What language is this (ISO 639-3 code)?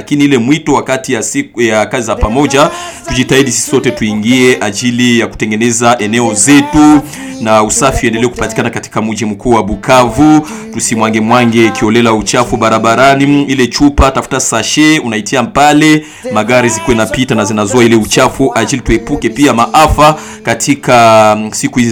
swa